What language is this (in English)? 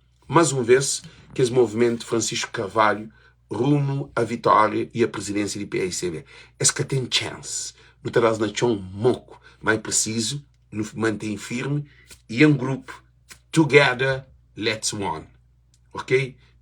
Kabuverdianu